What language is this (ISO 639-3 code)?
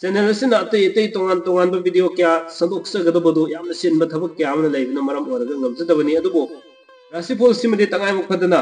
mni